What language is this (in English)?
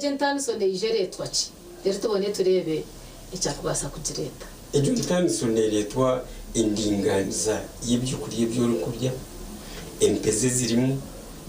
Nyankole